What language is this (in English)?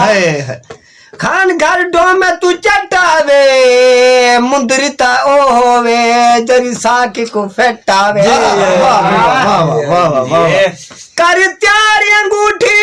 Saraiki